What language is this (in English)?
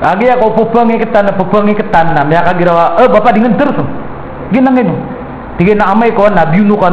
Maranao